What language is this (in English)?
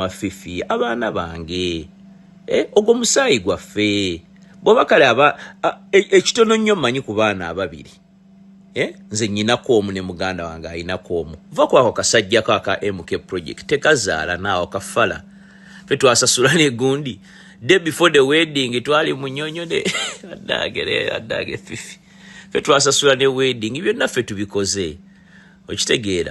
Ganda